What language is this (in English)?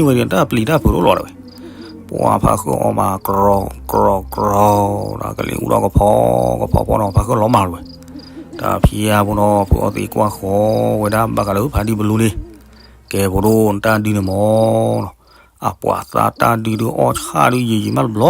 S'gaw Karen